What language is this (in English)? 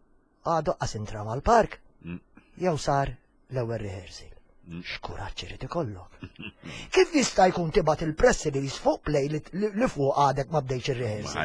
Maltese